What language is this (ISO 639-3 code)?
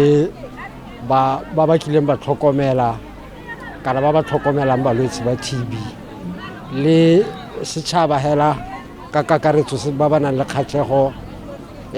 tsn